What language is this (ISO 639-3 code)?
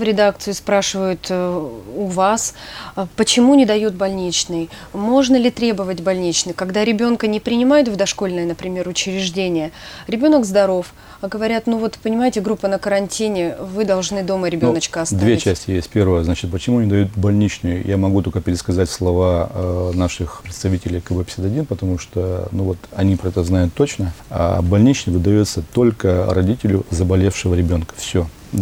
rus